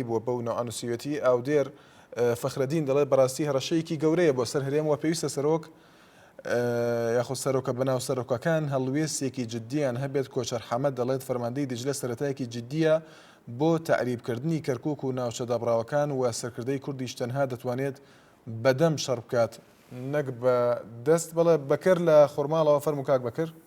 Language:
Central Kurdish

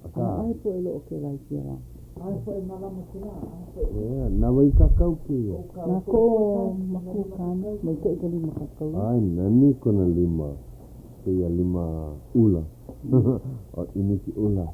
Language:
Hawaiian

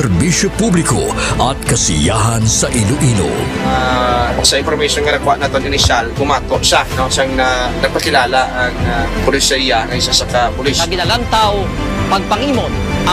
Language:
Hiligaynon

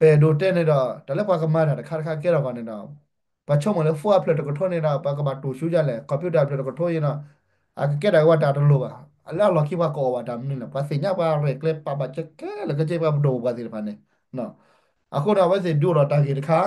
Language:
S'gaw Karen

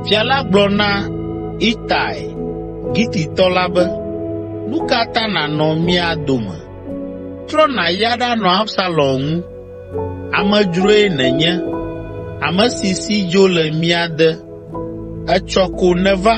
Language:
Ewe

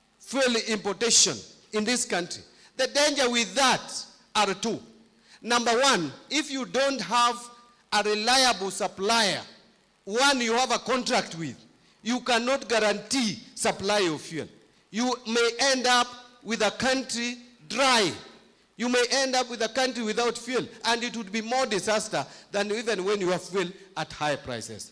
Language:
Kamba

